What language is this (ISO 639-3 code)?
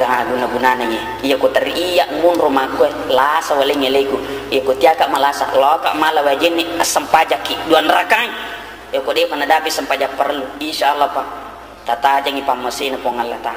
bug